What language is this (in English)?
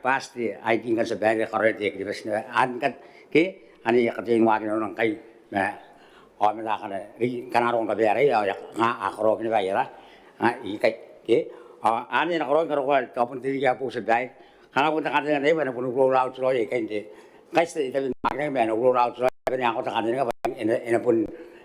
Gilbertese